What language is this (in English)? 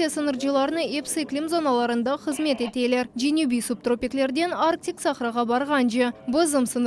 Crimean Tatar